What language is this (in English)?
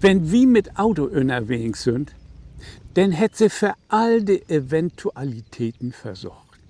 Low German